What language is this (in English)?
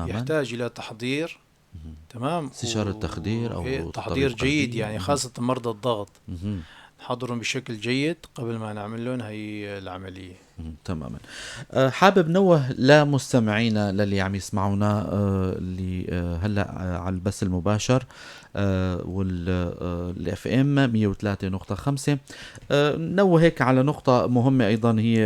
North Levantine Arabic